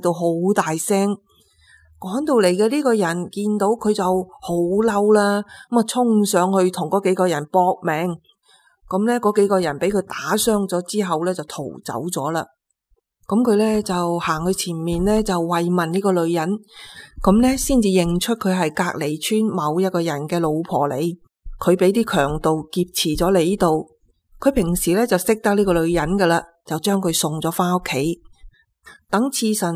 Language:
Cantonese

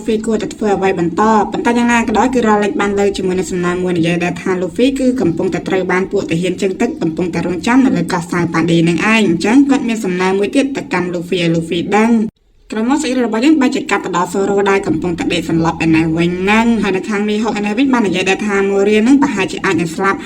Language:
Khmer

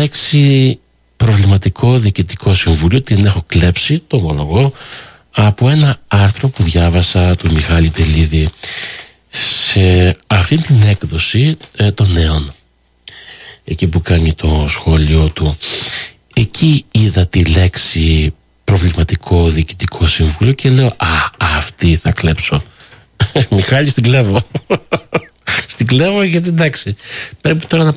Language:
Greek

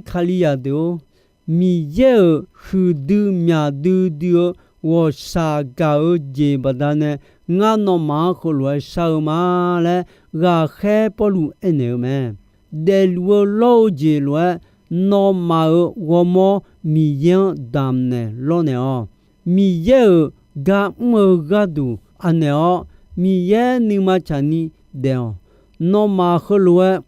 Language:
Akha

